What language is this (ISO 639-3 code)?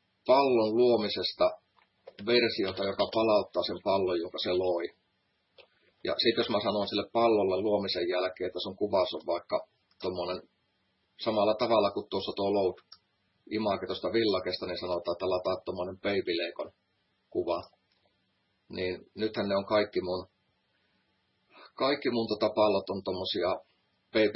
fin